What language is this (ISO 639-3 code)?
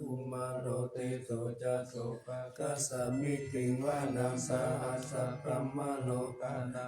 pli